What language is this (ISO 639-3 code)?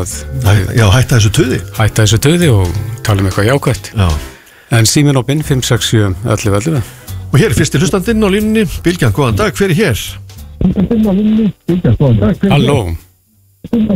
isl